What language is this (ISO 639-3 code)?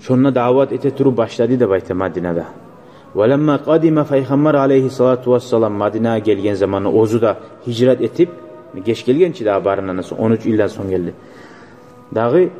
kum